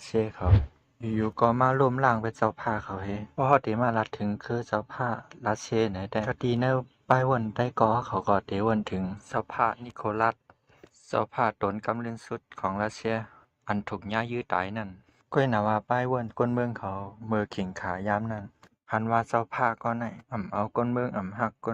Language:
Shan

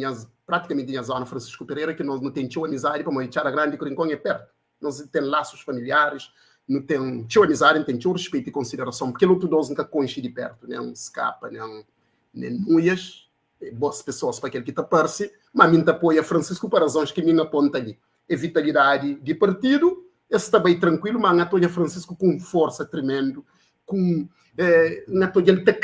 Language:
Kabuverdianu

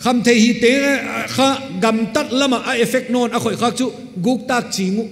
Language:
Paite Chin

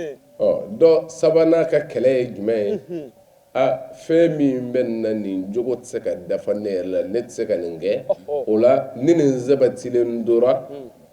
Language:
Bambara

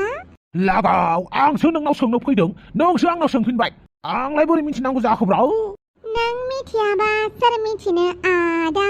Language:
Bodo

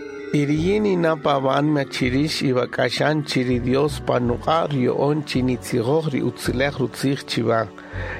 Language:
Kaqchikel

